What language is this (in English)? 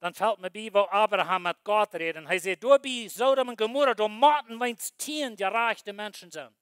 Plautdietsch